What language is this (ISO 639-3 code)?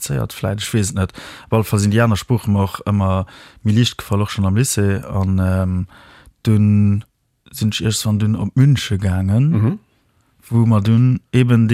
ltz